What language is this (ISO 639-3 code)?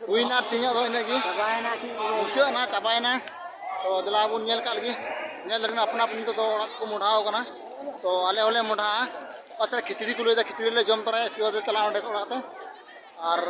sat